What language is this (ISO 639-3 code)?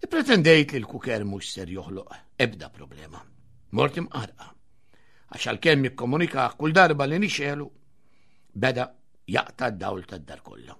mlt